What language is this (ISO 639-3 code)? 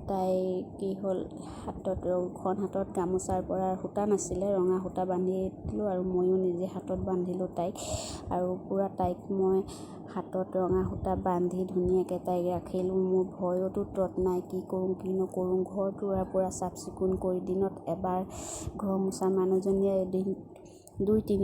asm